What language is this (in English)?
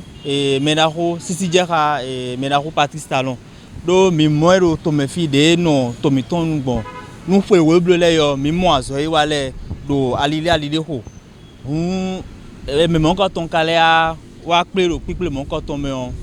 Fon